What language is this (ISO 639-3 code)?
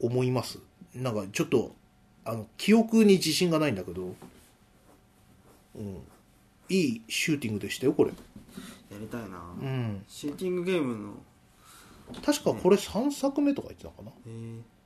jpn